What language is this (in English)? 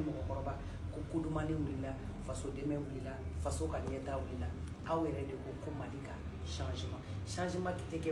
Bambara